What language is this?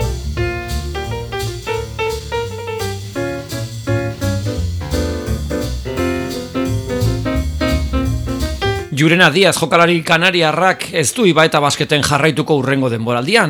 Basque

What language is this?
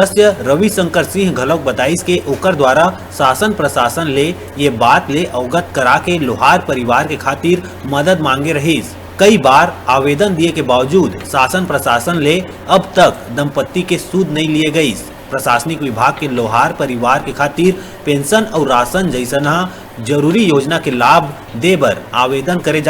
Chhattisgarhi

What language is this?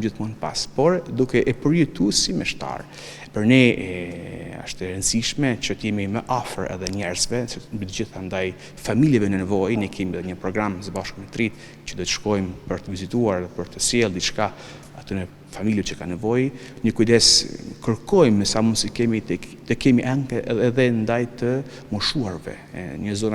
Albanian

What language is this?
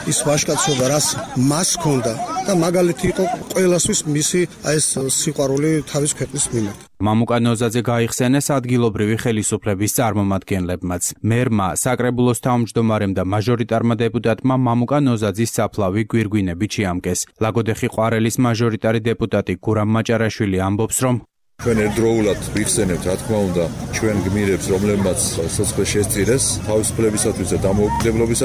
Georgian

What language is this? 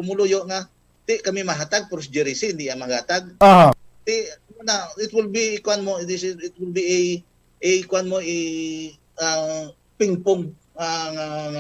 Hiligaynon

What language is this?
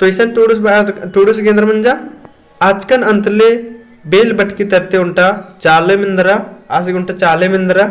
Kurukh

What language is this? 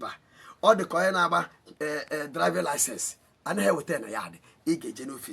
Igbo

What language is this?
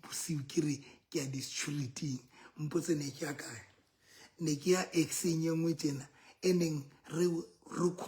Southern Sotho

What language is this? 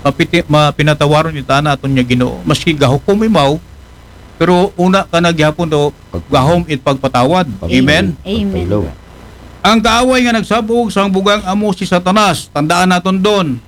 Aklanon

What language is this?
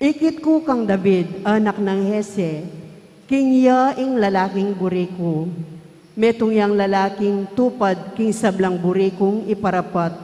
Pampanga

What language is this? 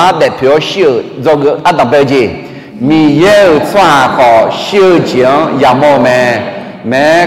Akha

